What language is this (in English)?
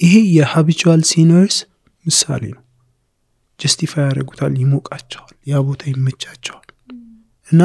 Amharic